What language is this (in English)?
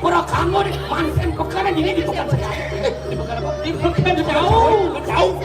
Balinese